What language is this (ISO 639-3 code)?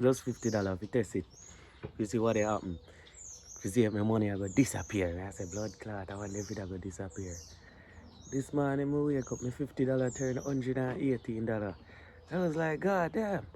jam